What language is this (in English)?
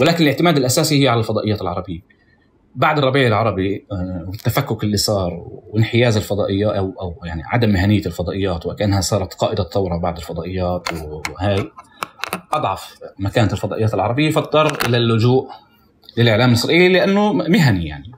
North Levantine Arabic